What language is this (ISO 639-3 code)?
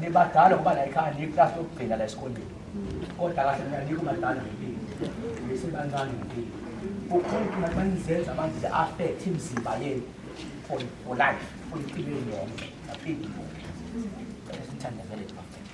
zul